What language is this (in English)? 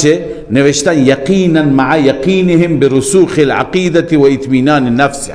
Persian